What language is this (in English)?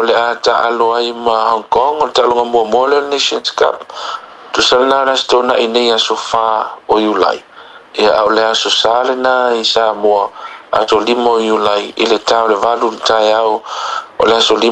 Samoan